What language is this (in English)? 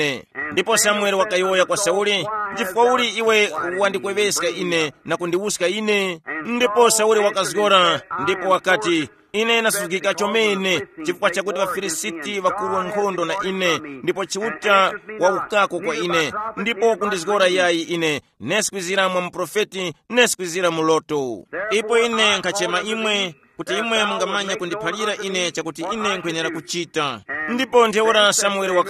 Tumbuka